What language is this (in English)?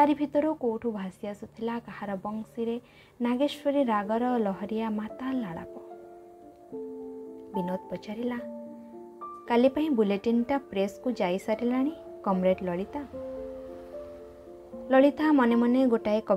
Odia